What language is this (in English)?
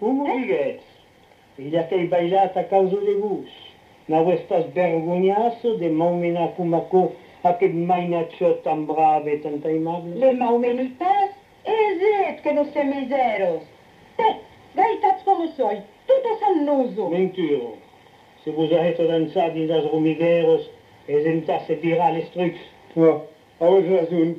Occitan